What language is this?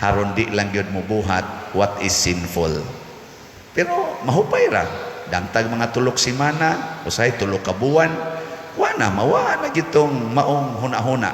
Cebuano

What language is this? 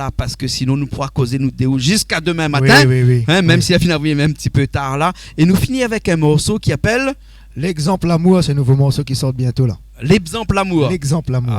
Réunion Creole French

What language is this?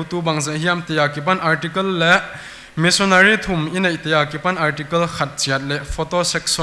Paite Chin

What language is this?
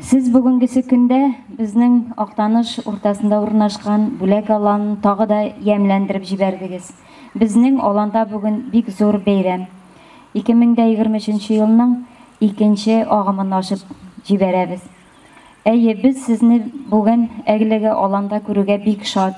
Tatar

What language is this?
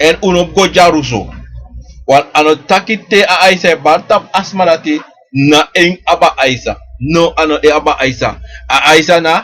Sranan Tongo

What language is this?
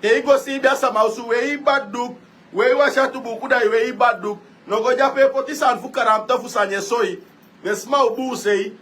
Sranan Tongo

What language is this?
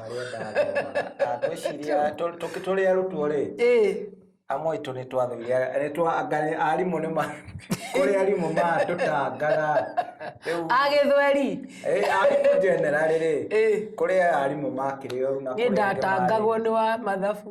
Kikuyu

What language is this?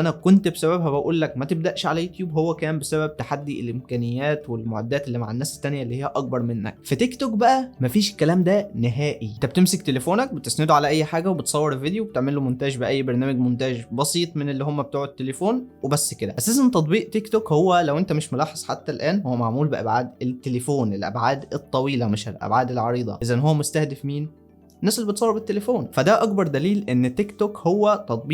Egyptian Arabic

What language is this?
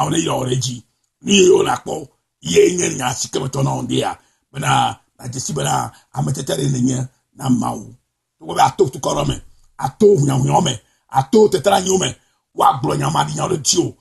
Ewe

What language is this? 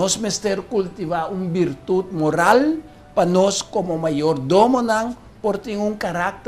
Papiamento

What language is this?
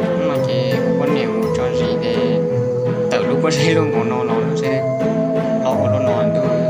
Hmong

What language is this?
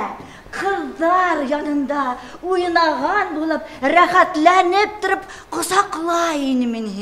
Bashkir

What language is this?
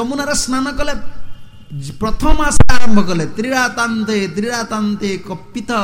Odia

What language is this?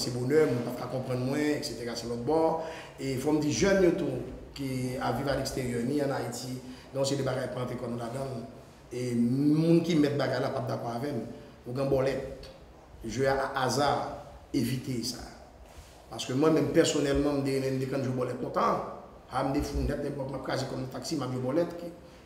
Haitian Creole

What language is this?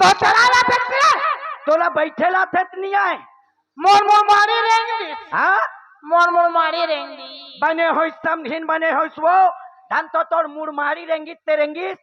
Chhattisgarhi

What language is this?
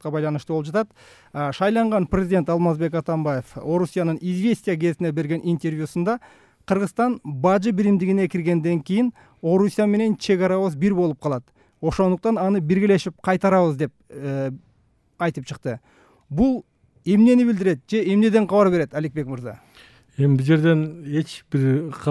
Kyrgyz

